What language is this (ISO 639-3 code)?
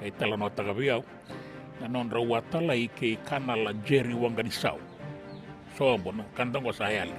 fij